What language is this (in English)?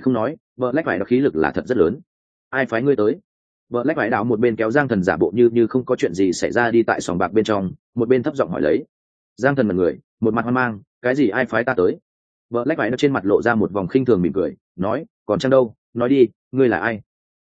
Vietnamese